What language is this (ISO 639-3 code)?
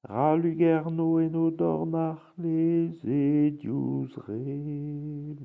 bre